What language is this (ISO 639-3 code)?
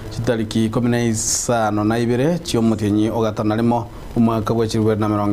guz